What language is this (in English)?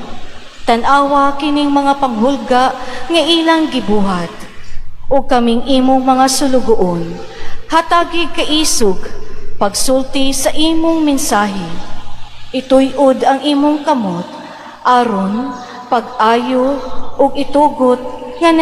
Cebuano